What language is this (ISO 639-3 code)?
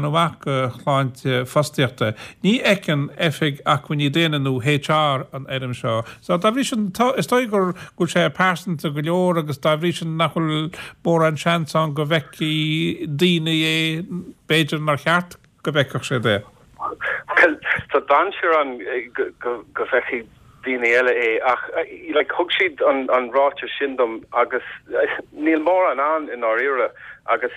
gle